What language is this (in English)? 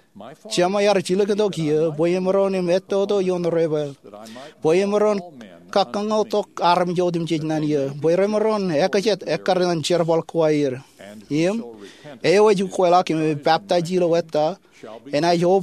Marshallese